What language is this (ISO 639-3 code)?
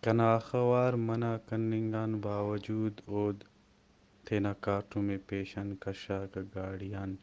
brh